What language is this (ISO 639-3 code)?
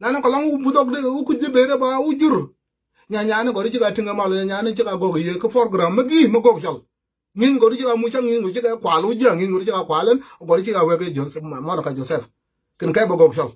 nus